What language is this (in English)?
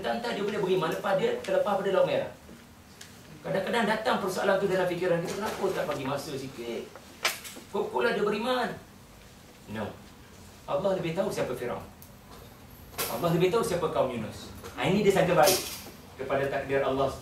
Malay